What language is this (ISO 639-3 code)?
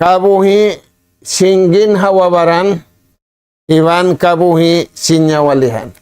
tsg